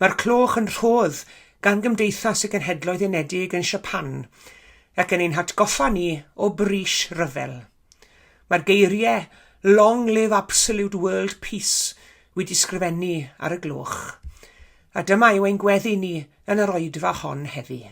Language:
Welsh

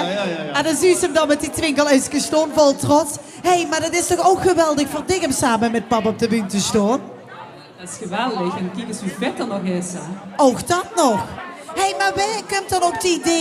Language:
Limburgish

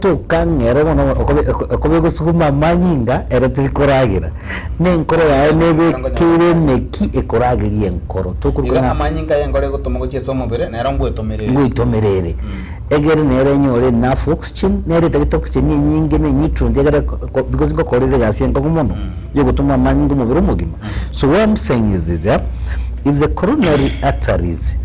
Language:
Gusii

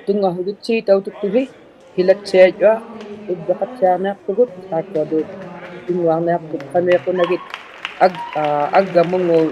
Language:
Inuktitut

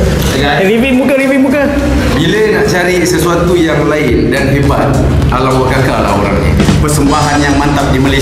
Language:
Malay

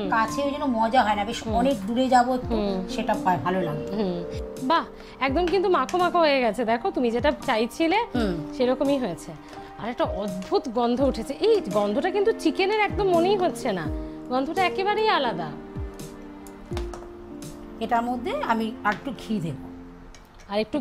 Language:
Bangla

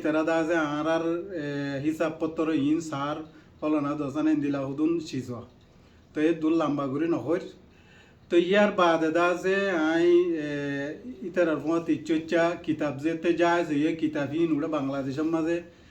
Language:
Rohingya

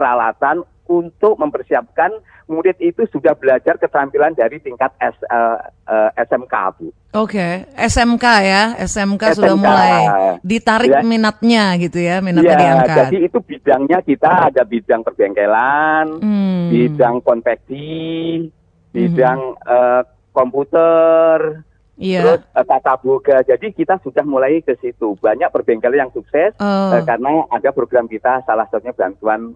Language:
Indonesian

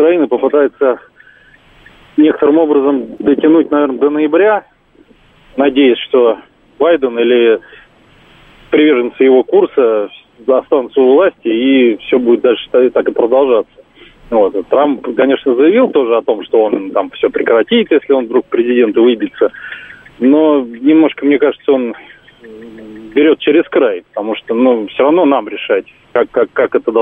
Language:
Russian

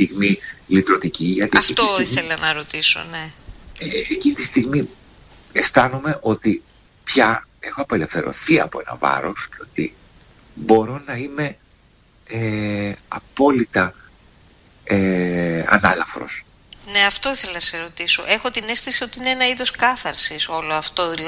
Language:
Greek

